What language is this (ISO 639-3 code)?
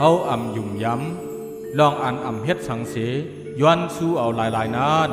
shn